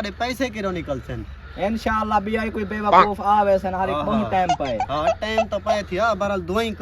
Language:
Saraiki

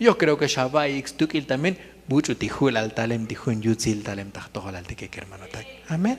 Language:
Tzotzil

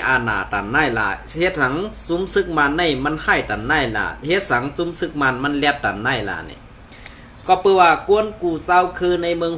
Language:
Shan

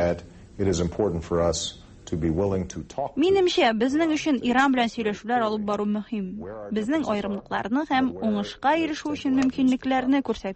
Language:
Tatar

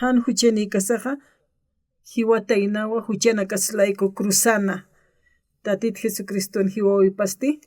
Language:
Aymara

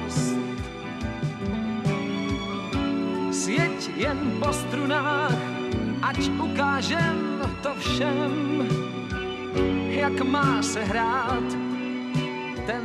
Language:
Czech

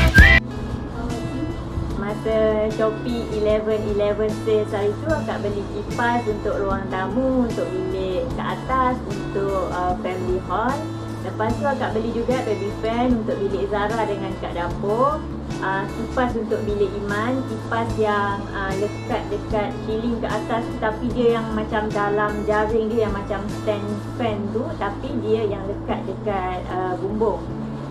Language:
Malay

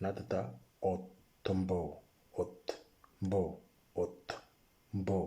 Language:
Moro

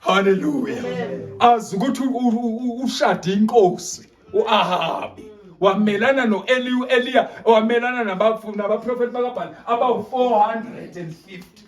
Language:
Zulu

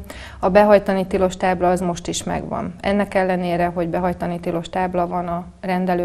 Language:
Hungarian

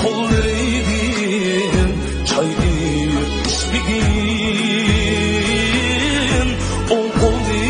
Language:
Uyghur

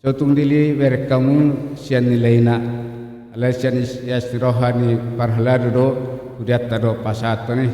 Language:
Batak Toba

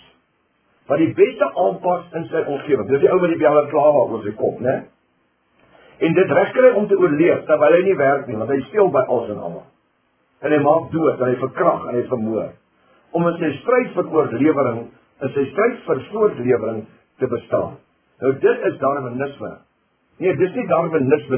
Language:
Afrikaans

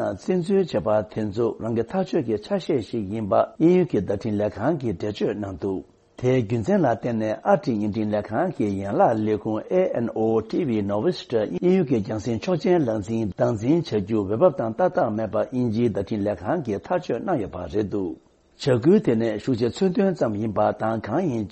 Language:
Tibetan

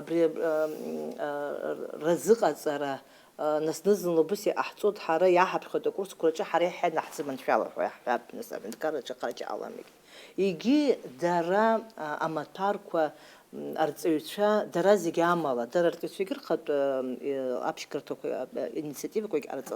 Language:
Abkhazian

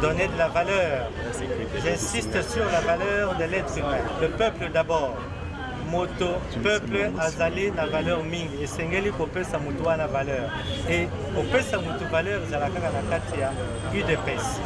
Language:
Lingala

